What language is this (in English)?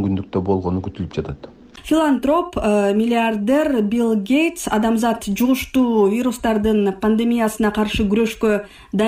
Kyrgyz